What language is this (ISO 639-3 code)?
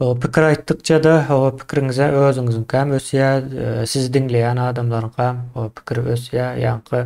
tuk